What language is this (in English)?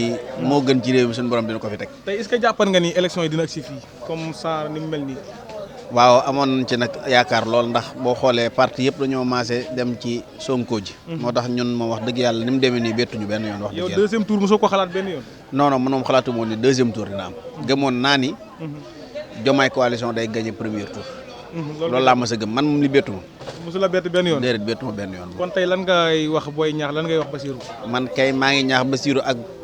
Wolof